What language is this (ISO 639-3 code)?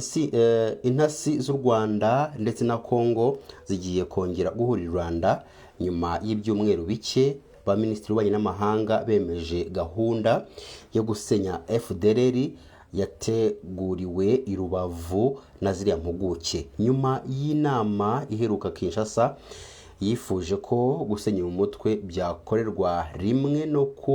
kin